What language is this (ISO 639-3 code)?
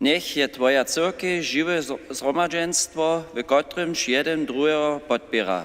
hsb